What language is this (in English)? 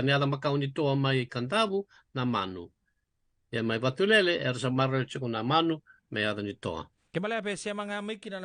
Fijian